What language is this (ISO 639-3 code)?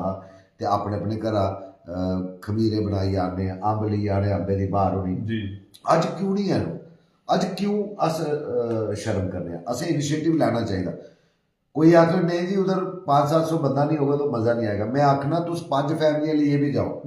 doi